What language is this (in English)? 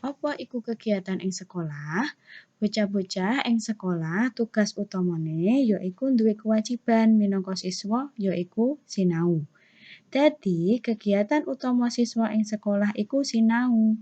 Javanese